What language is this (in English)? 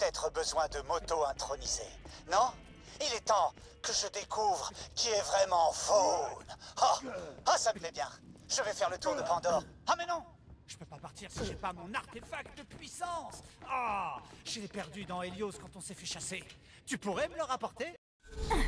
French